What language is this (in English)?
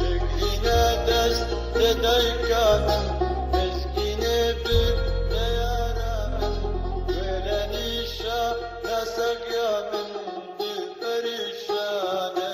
Kurdish